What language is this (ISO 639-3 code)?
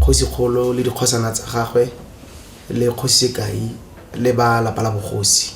tsn